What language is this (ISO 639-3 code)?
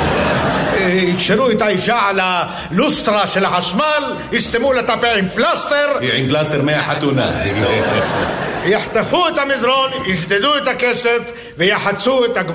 heb